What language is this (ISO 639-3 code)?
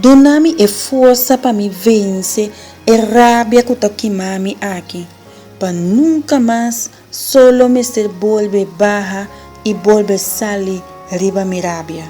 pap